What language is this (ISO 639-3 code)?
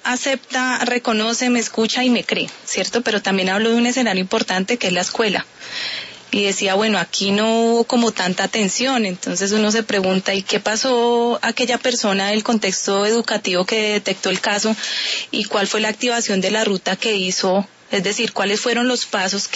spa